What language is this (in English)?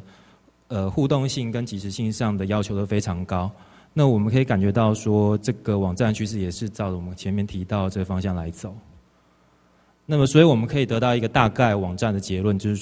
Chinese